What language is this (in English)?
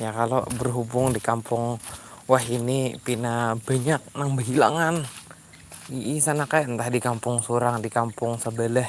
Banjar